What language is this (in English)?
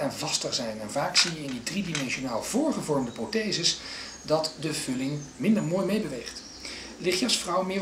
Dutch